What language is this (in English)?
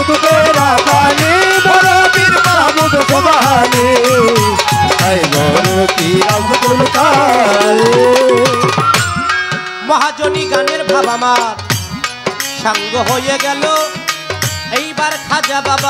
Bangla